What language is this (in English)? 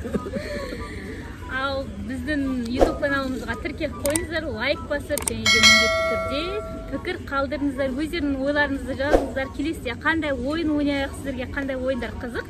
Kazakh